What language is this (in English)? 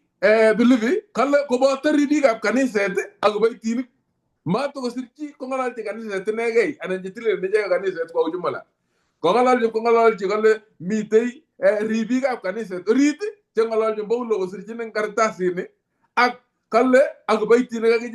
Kalenjin